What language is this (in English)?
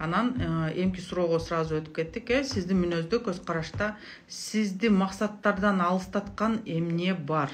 Kyrgyz